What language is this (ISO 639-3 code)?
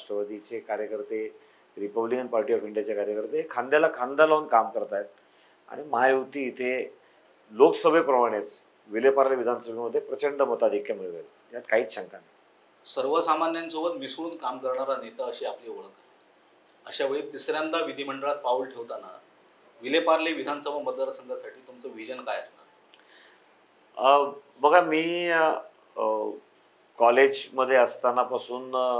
mar